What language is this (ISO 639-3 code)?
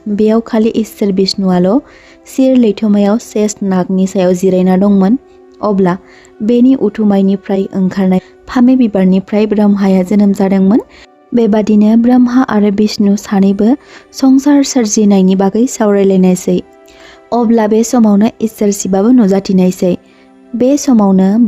brx